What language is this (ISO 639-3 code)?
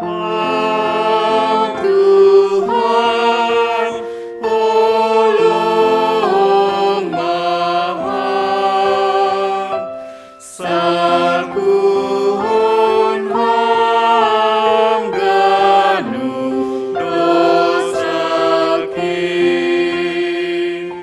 bts